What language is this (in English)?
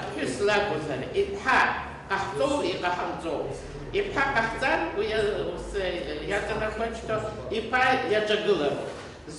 Abkhazian